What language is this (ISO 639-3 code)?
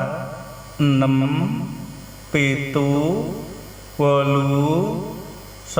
jav